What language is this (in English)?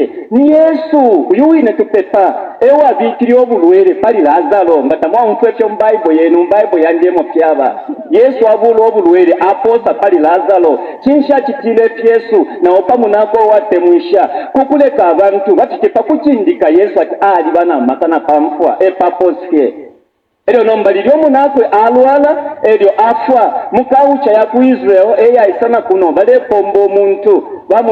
Bemba